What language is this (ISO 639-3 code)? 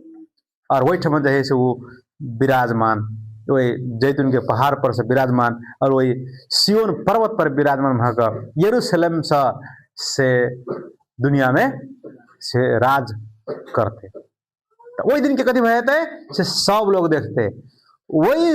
mai